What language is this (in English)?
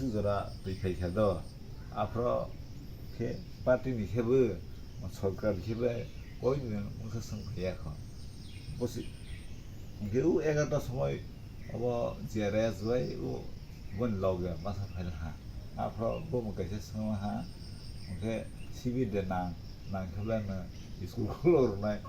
Kok Borok